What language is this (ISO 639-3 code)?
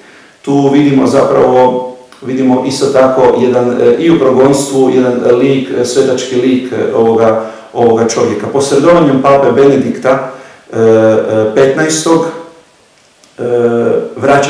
hrv